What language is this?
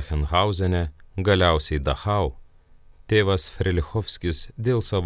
Lithuanian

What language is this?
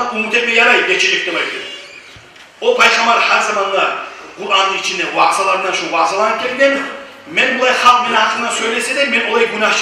Kumyk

